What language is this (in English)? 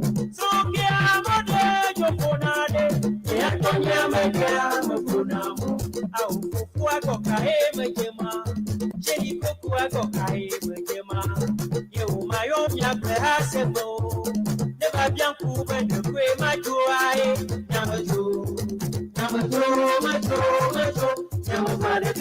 Ewe